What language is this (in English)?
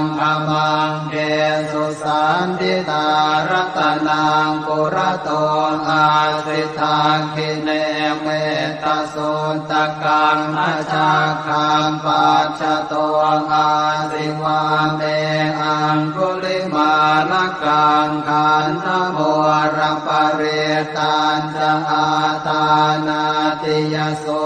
Pali